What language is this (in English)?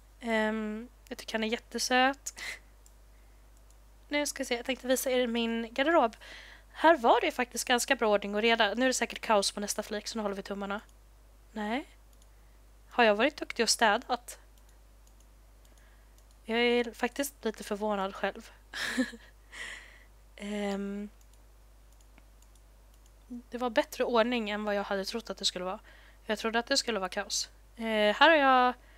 Swedish